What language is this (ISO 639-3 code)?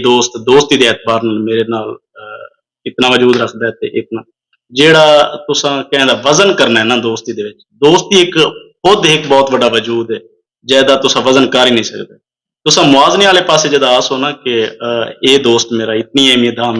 skr